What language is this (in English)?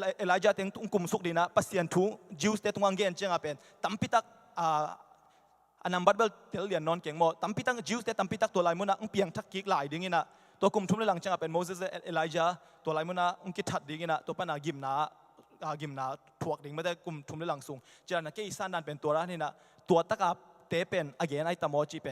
Tedim Chin